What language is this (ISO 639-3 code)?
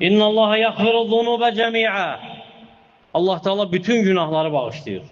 aze